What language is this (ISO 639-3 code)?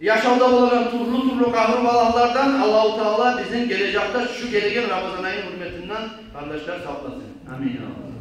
kum